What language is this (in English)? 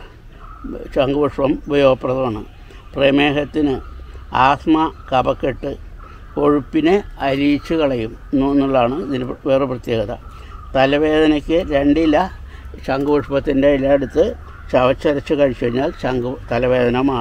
Malayalam